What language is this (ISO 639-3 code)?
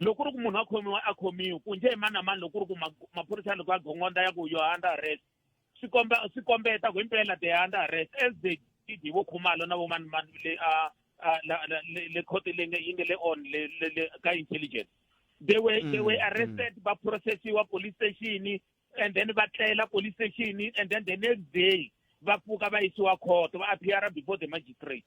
tso